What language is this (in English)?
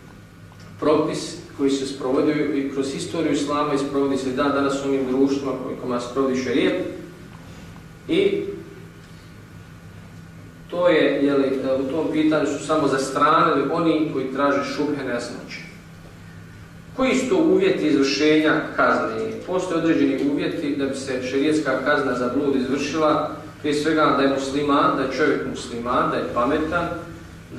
Bosnian